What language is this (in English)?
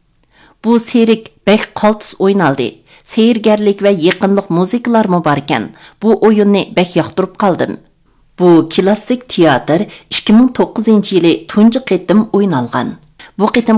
Uyghur